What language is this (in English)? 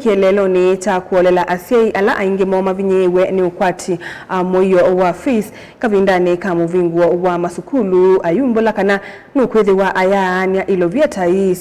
Kamba